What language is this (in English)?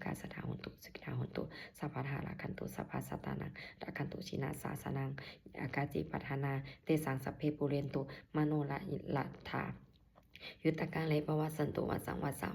Pali